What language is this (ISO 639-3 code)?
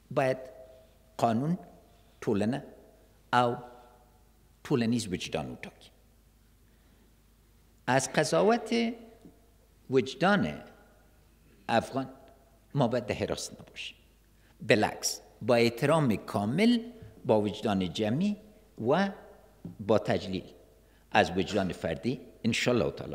fas